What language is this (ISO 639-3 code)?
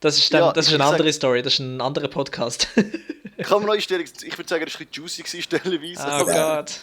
gsw